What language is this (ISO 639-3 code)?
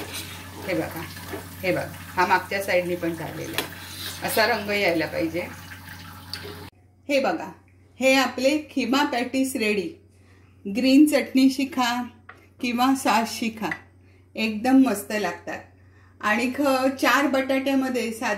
mar